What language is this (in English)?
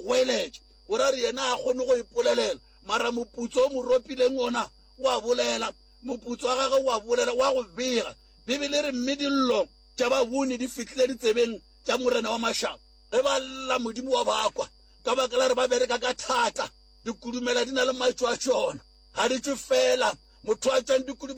Northern Sotho